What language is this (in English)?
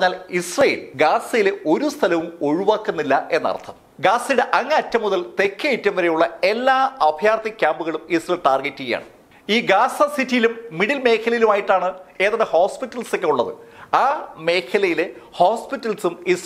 Malayalam